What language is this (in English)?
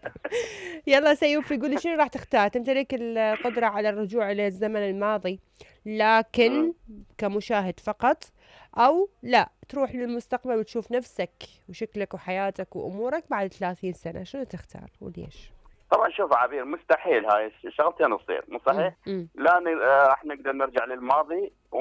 Mesopotamian Arabic